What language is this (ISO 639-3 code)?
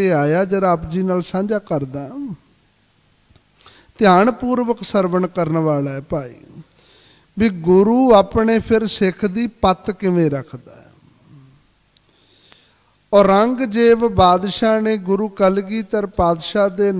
pan